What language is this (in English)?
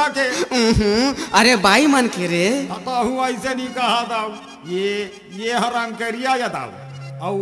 Chhattisgarhi